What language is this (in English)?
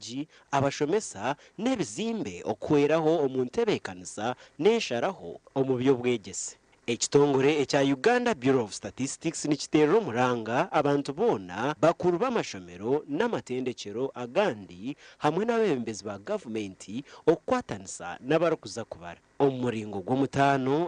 Nyankole